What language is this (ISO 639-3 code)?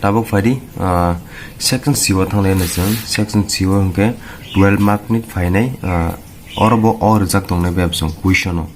trp